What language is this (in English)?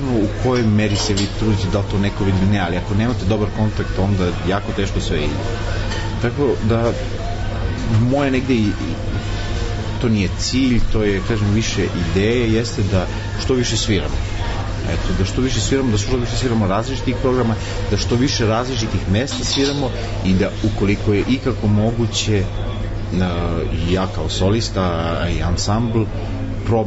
Serbian